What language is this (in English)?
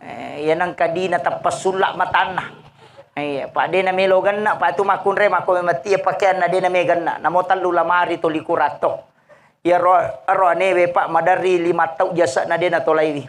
Buginese